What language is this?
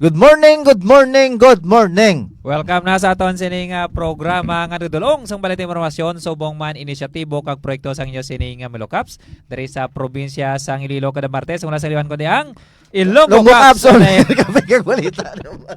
Hiligaynon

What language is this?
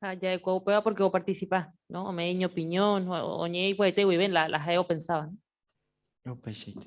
Guarani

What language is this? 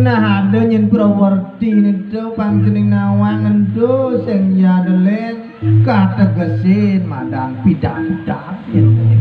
Balinese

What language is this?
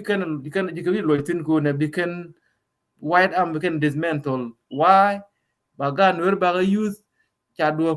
Nuer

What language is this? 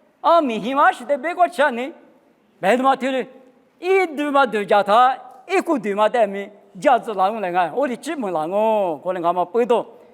Lisu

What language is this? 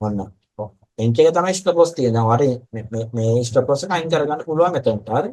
Sinhala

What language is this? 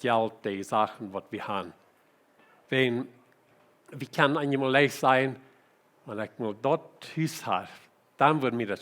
Plautdietsch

